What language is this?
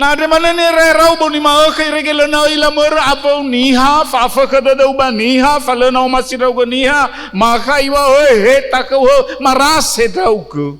Nias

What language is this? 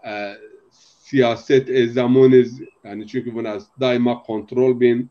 Zaza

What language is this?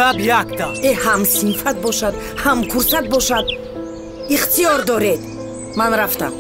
Tajik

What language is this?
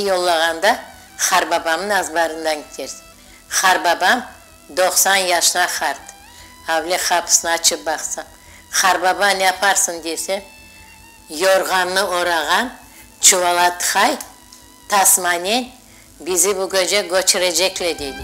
Crimean Tatar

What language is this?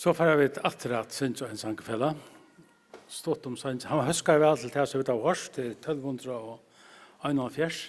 Faroese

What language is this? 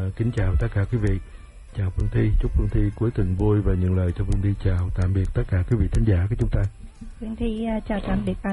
Vietnamese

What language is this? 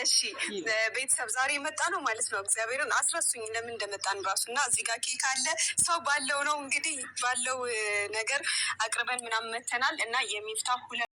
Amharic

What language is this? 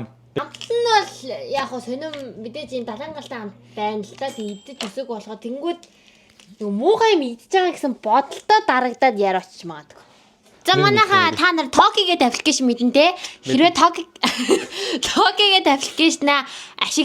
Mongolian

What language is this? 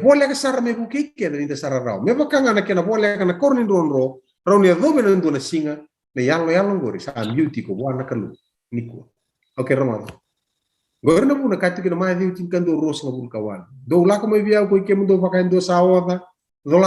Fijian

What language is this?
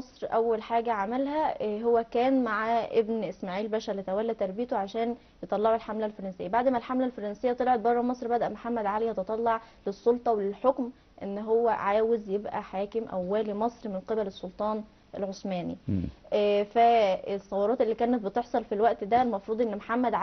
Egyptian Arabic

